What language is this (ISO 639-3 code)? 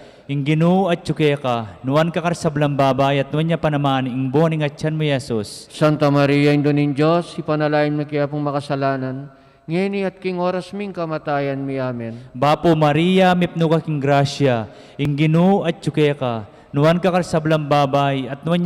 pam